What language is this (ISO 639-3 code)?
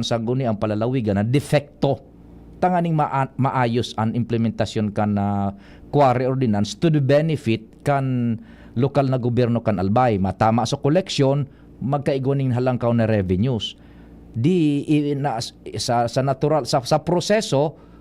bik